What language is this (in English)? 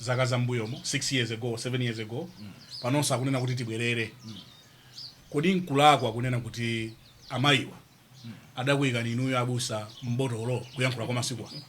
Nyanja